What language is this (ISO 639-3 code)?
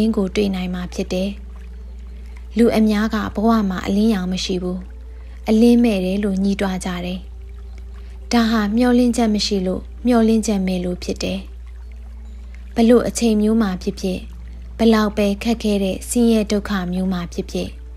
mya